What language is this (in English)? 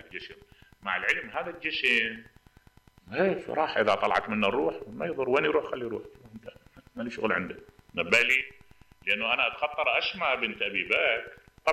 Mesopotamian Arabic